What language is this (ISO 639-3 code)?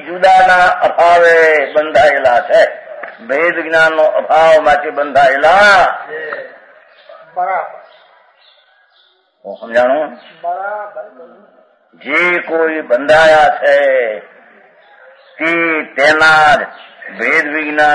guj